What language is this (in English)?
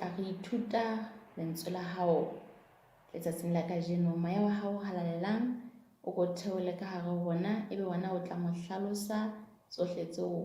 Southern Sotho